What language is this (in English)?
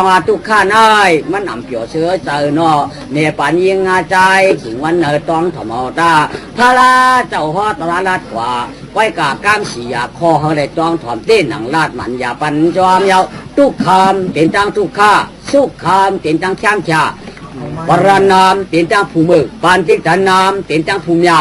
Shan